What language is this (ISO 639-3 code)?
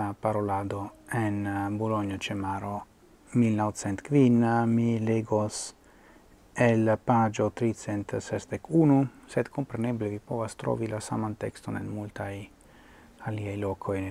epo